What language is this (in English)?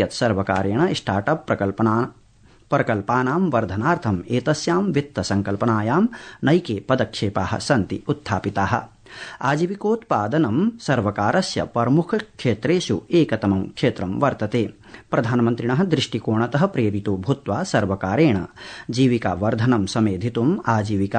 Sanskrit